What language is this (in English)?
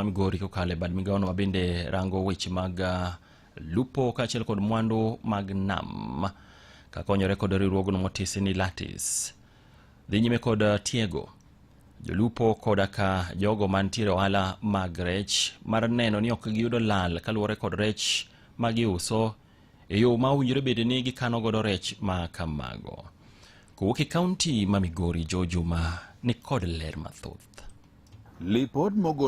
Luo (Kenya and Tanzania)